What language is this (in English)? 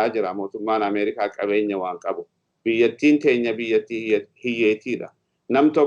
Oromo